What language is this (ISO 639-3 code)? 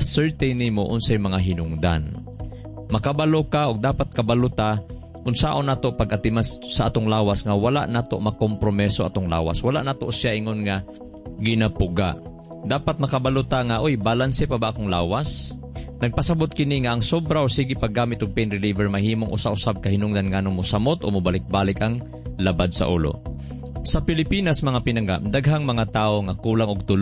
ceb